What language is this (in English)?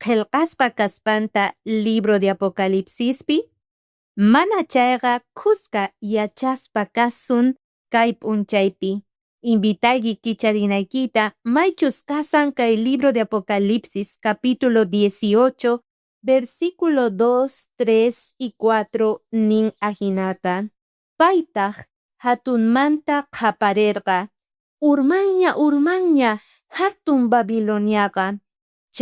South Bolivian Quechua